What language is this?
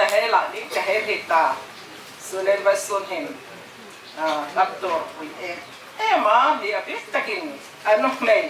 Hmar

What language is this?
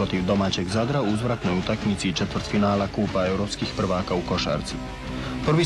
Croatian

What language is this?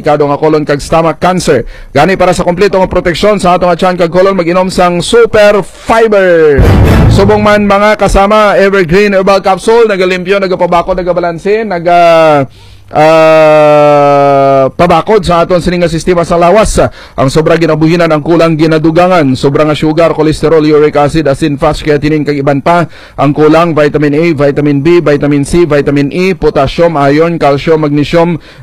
Hiligaynon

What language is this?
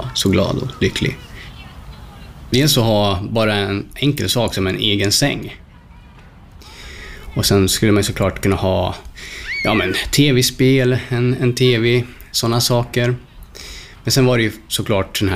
Swedish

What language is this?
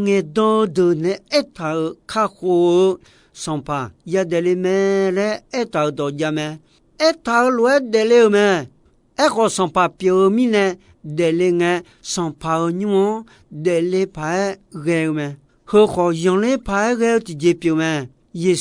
Akha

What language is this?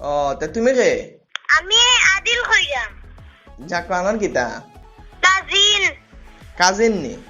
Sylheti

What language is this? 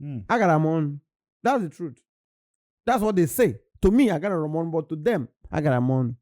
Igbo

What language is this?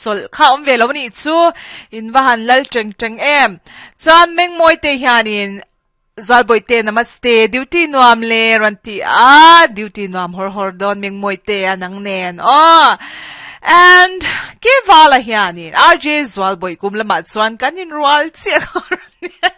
Mizo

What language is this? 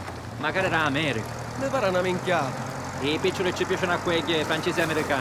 Sicilian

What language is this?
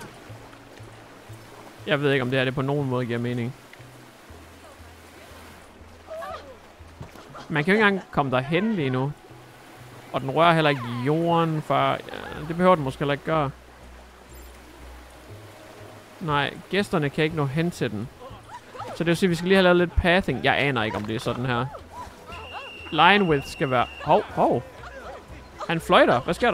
Danish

